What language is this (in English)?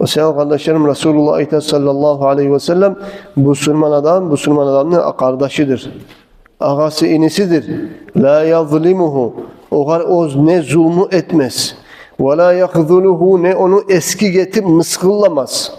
Kumyk